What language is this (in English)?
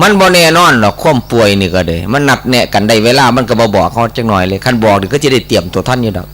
Northeastern Thai